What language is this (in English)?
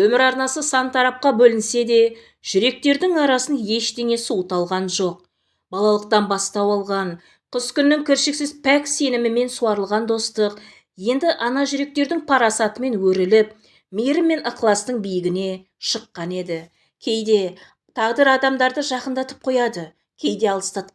Kazakh